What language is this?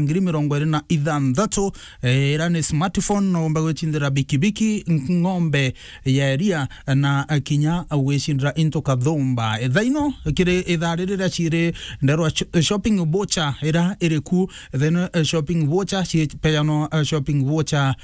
Meru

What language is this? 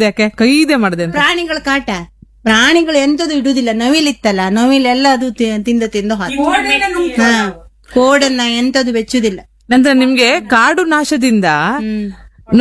Kannada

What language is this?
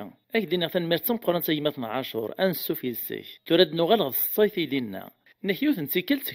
Kabyle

